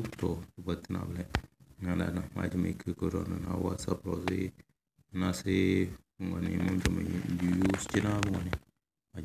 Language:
Tem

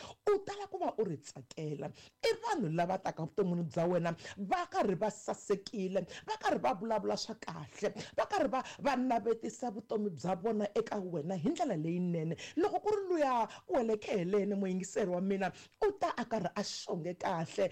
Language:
Tsonga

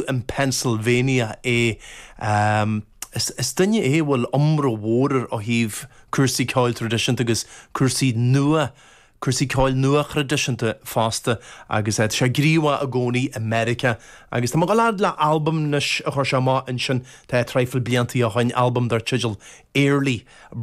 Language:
Irish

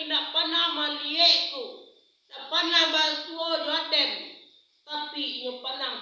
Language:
Minangkabau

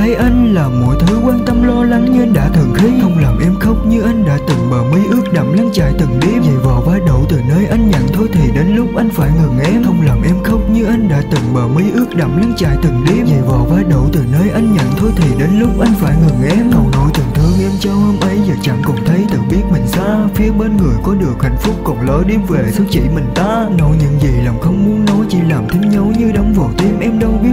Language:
Vietnamese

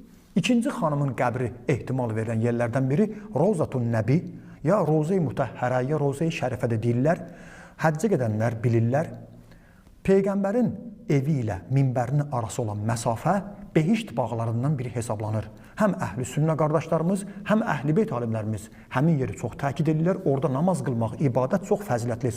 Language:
Azerbaijani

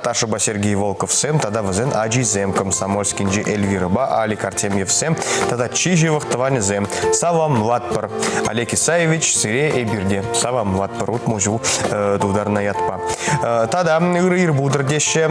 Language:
Chuvash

